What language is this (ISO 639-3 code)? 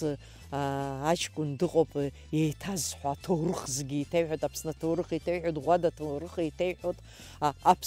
abk